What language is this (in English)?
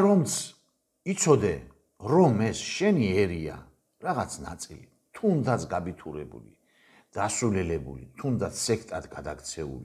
Georgian